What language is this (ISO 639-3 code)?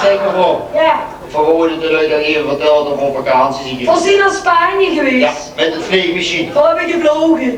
lim